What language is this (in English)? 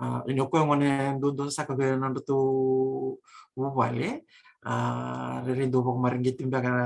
Fijian